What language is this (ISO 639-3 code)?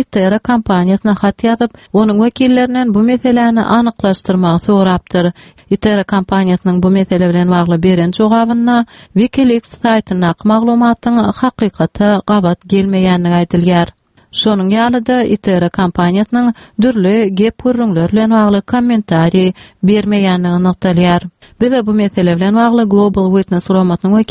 tuk